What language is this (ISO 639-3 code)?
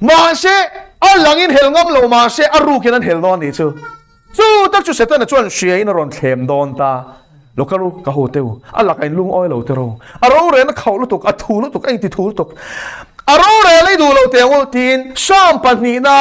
lus